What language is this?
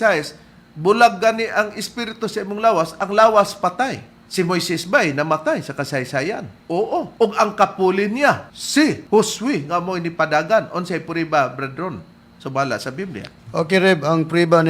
Cebuano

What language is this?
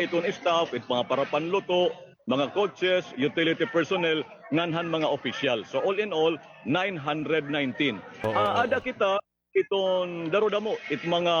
Waray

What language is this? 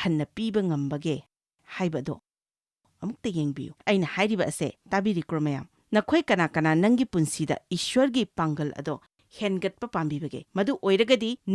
Manipuri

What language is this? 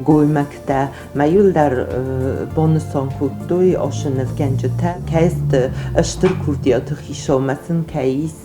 Ossetic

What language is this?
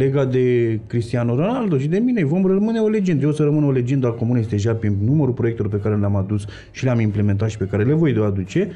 Romanian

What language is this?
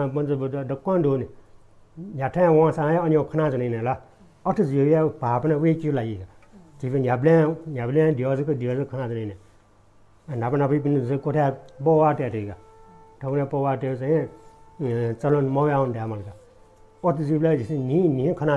Newari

